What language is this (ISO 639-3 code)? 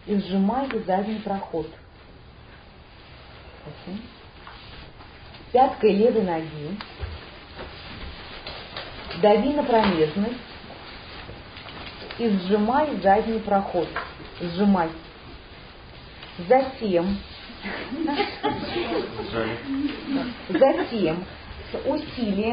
rus